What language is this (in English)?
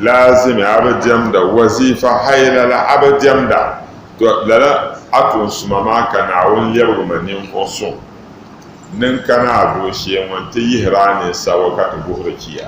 Dagbani